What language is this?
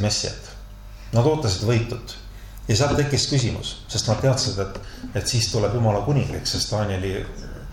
Estonian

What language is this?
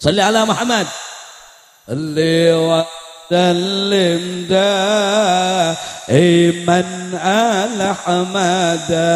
Madurese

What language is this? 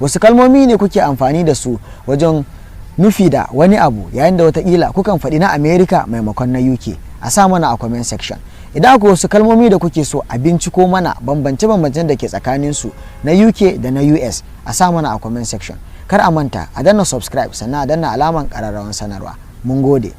Hausa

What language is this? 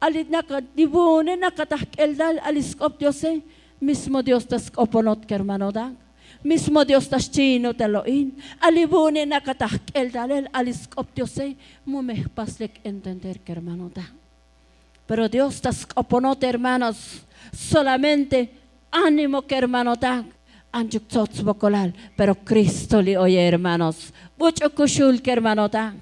Tzotzil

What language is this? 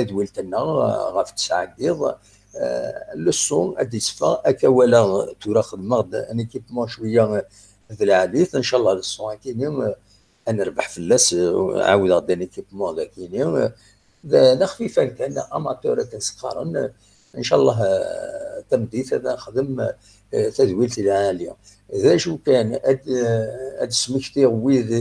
Kabyle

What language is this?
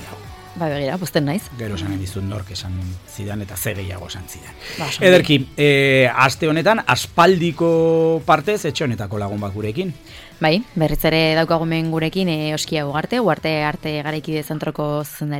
Basque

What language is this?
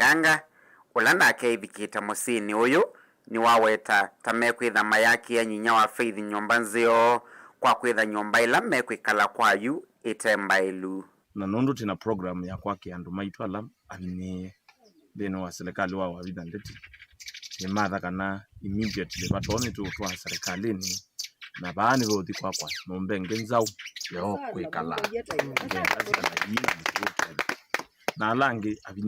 Kamba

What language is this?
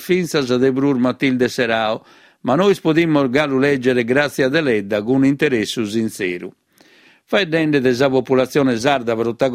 Sardinian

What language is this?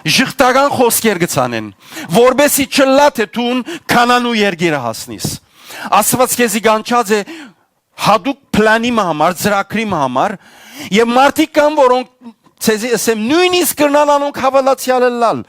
Western Armenian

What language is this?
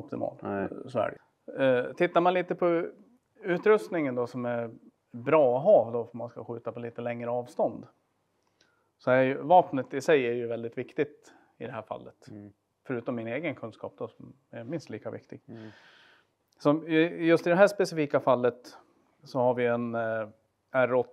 Swedish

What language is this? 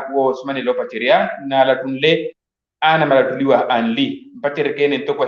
Makhuwa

